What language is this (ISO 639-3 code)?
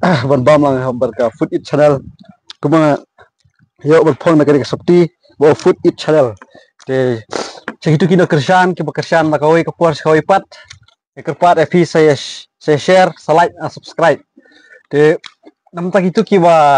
kha